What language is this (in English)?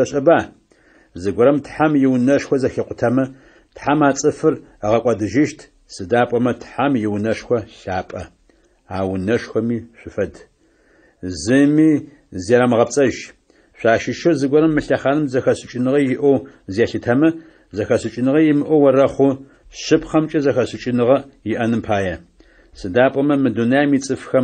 Adyghe